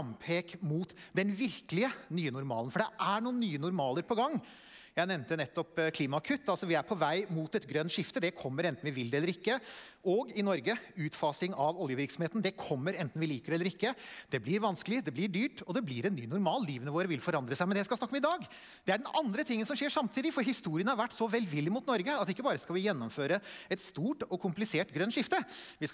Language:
Norwegian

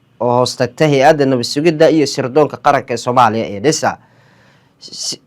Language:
Somali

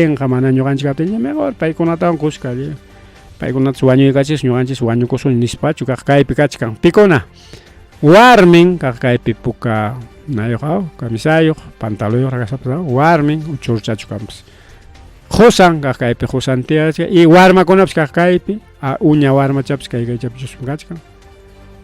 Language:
Ayacucho Quechua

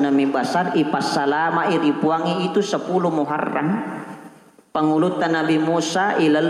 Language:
Buginese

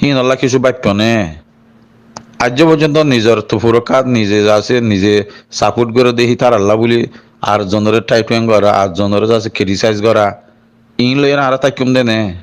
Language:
Rohingya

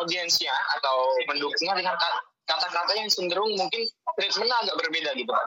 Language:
Indonesian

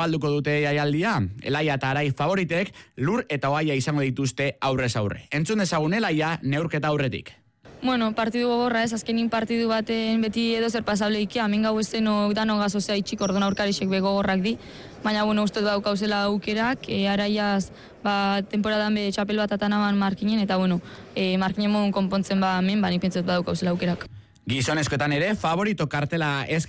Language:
Basque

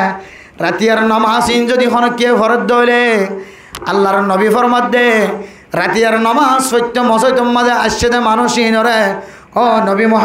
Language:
Rohingya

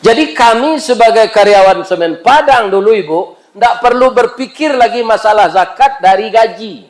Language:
Minangkabau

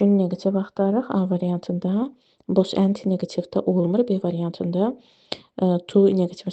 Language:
Azerbaijani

